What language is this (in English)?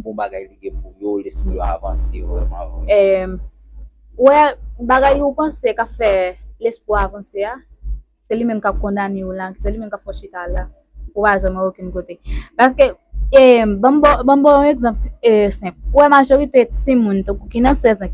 Haitian Creole